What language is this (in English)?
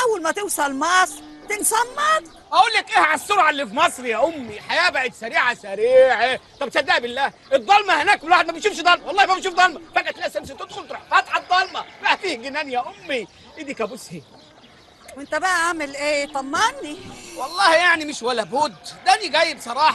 Egyptian Arabic